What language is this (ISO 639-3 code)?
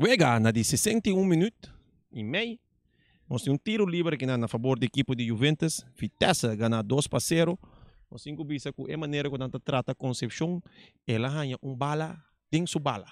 pap